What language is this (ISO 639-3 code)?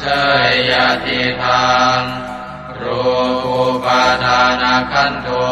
pli